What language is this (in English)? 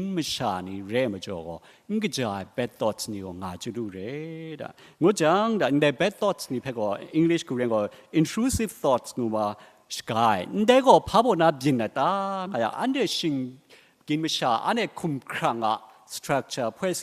Kachin